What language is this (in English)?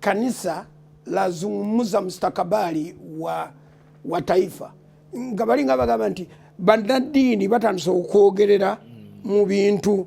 Ganda